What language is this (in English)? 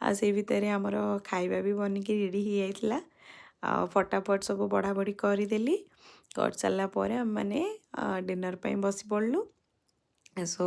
Odia